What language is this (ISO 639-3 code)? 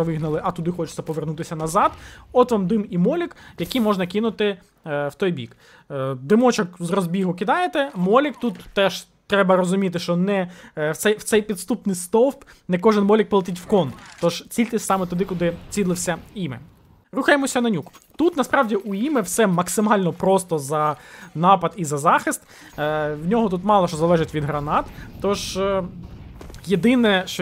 ukr